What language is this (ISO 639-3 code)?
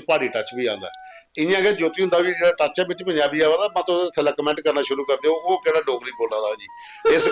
doi